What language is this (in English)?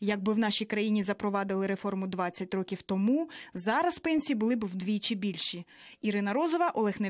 Ukrainian